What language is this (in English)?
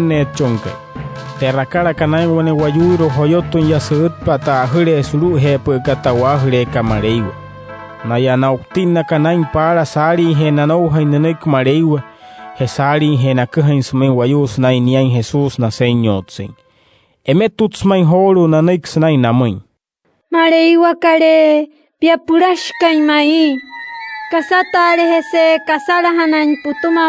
Wayuu